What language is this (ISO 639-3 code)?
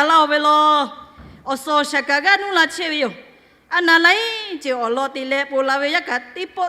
lhu